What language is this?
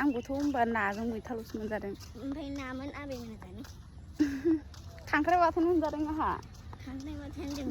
Bodo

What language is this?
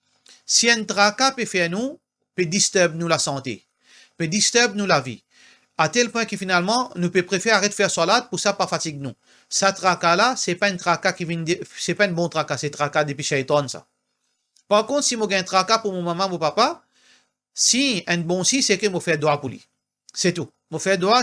Morisyen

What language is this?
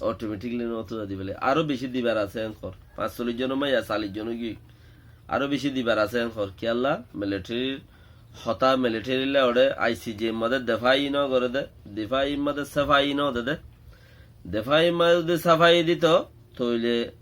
Rohingya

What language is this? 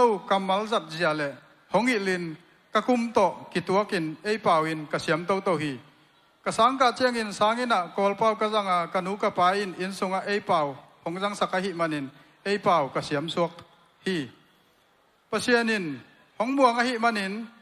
Tedim Chin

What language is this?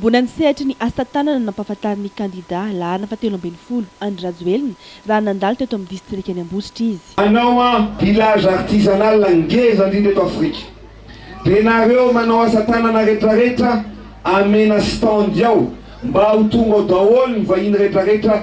Malagasy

